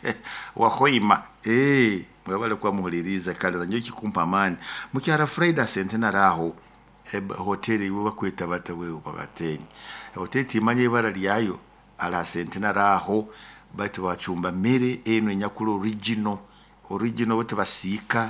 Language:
Nyoro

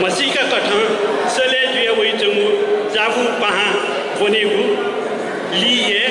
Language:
Newari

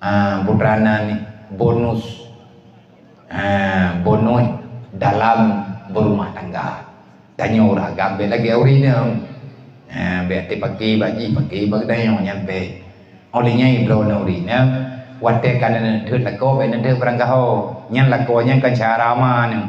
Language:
Achinese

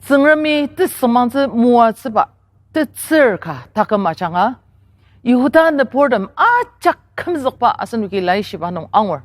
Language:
Ao Naga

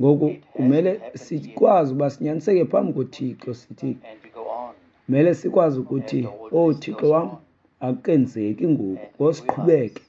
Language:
Xhosa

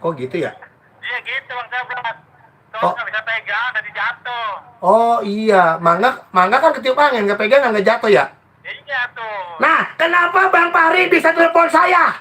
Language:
Betawi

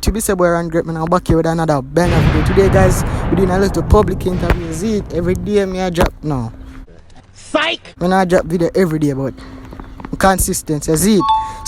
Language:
Jamaican Creole English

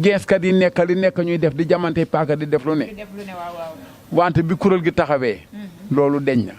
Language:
Wolof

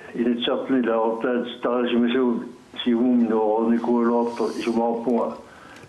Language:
Kalaallisut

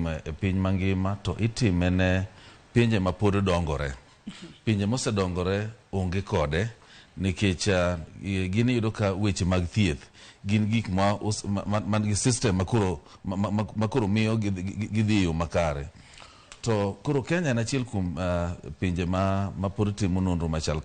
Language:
Luo (Kenya and Tanzania)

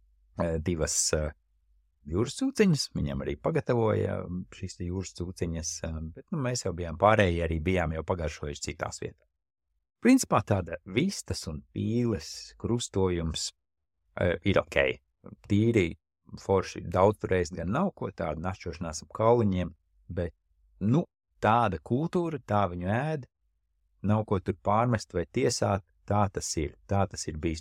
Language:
Latvian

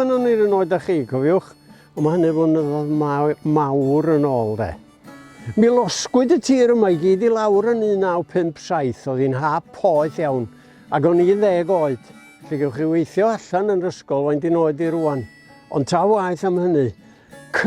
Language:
Welsh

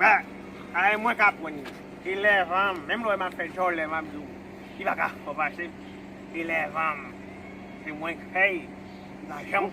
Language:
Haitian Creole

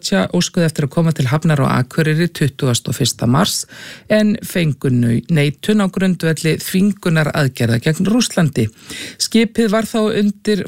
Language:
Icelandic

